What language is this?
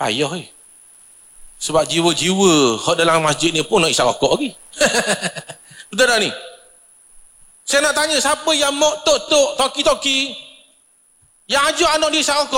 Malay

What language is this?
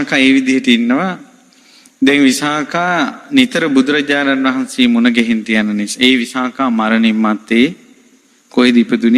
Sinhala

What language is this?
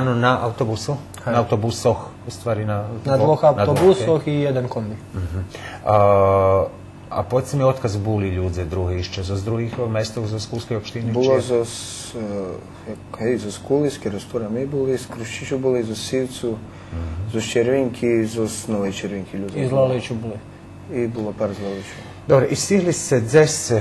Rusyn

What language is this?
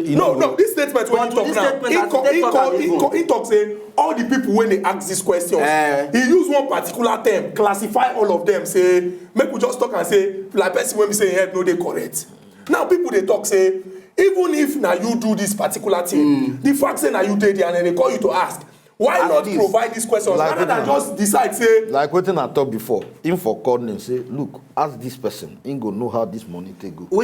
Nigerian Pidgin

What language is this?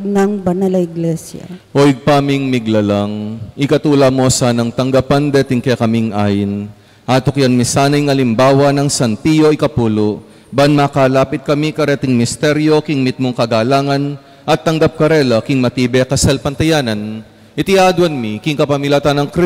Pampanga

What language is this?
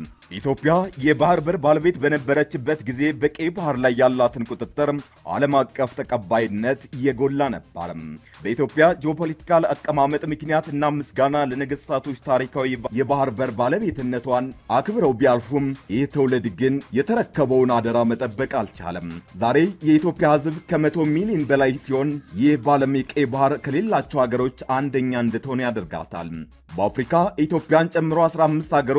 Amharic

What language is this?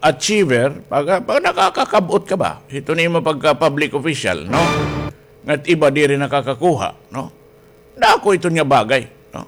Waray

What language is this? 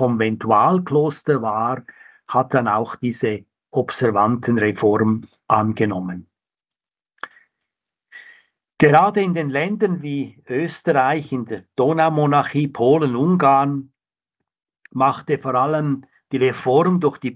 German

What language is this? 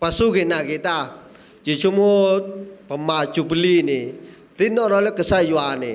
S'gaw Karen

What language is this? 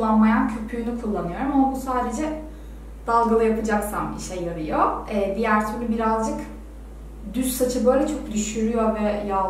Turkish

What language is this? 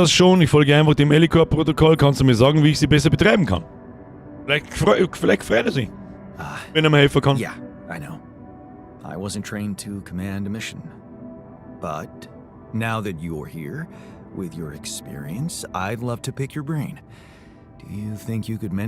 Bavarian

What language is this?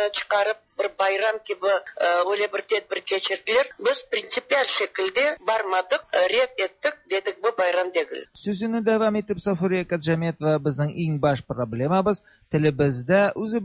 Tatar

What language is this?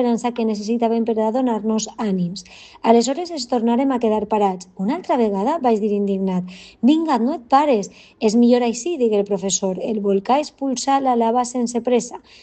Catalan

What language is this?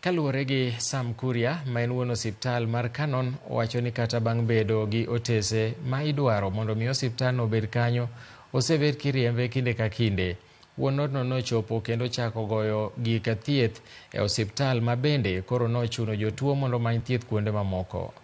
Luo (Kenya and Tanzania)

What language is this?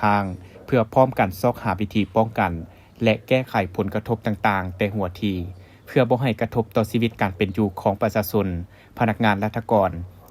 Lao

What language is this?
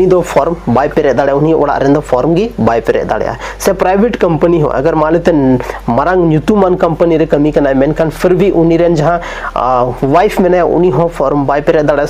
Santali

